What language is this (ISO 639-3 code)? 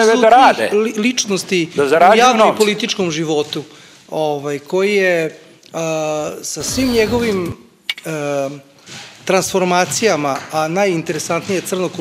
srp